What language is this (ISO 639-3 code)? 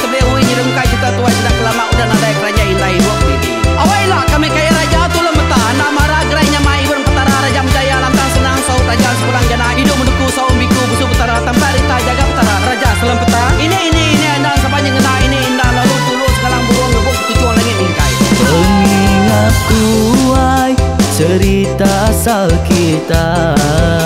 iba